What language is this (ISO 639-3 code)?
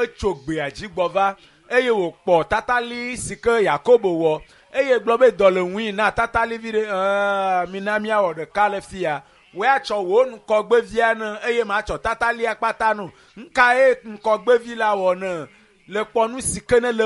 ewe